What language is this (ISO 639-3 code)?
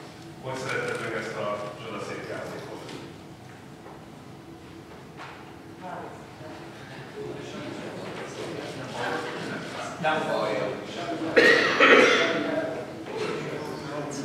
hun